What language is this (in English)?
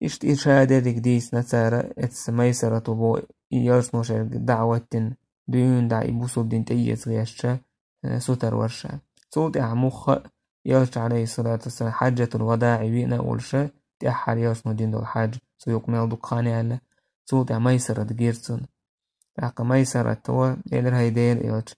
Chechen